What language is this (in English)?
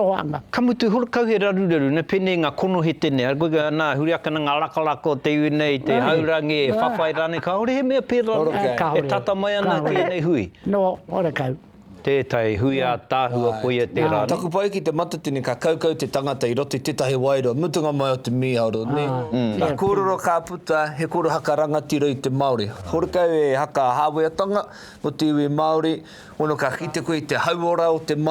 Māori